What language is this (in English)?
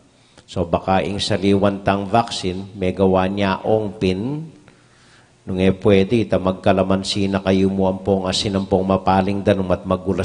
Pampanga